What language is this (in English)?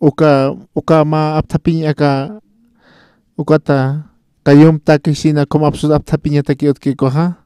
Aymara